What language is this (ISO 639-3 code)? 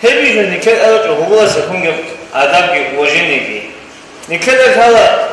ava